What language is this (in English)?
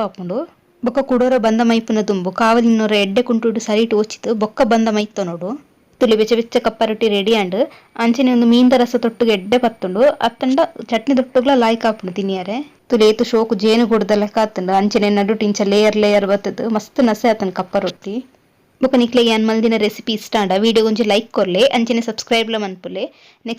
Tulu